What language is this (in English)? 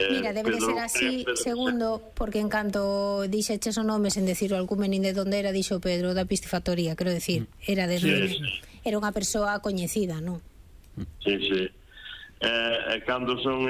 Galician